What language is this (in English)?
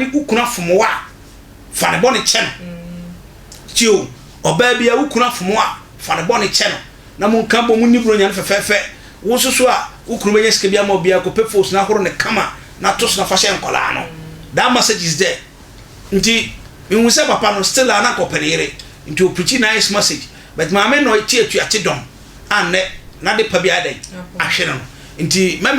Akan